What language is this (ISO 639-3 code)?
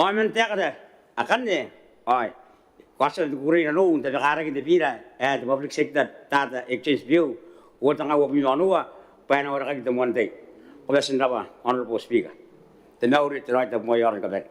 gil